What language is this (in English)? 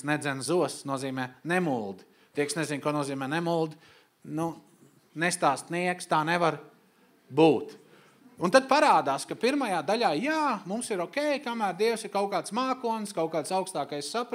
Latvian